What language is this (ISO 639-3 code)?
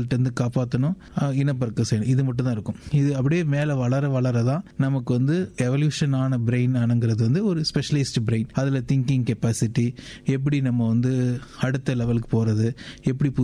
tam